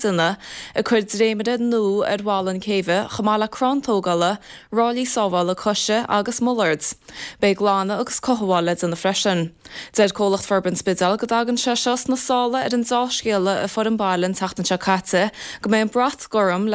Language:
Irish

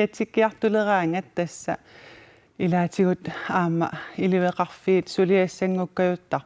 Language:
Kalaallisut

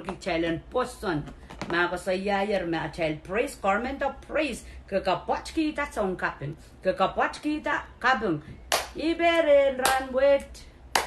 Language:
Pohnpeian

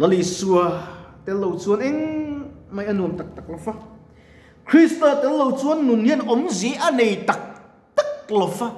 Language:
Mizo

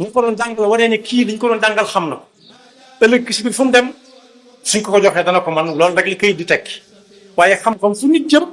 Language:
Wolof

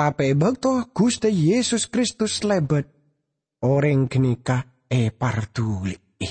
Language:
Madurese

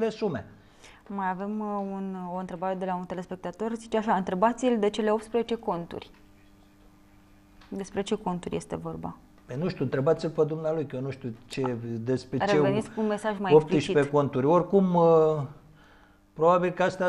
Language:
Romanian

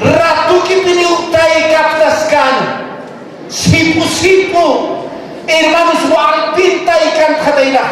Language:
Aymara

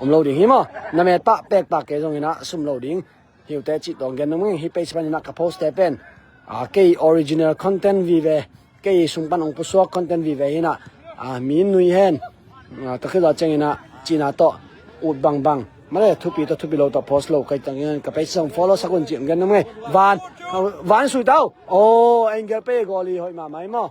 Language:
Tedim Chin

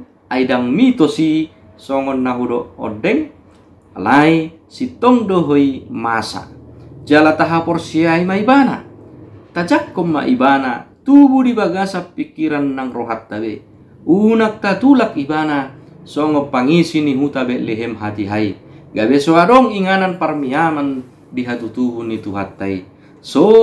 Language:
Batak Toba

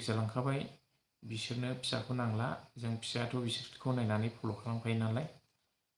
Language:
Bodo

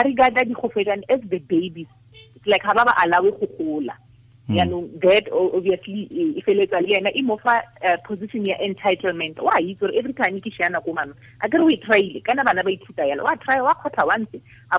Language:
Tswana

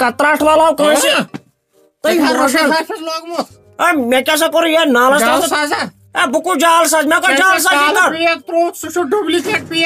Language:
Kashmiri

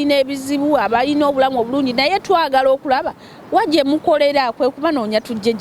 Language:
Ganda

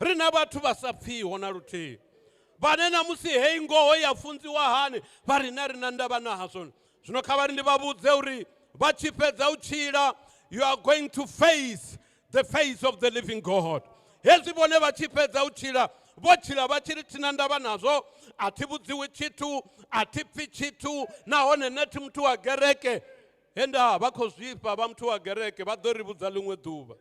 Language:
Venda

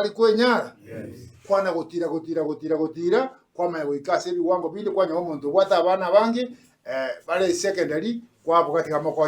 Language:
Gusii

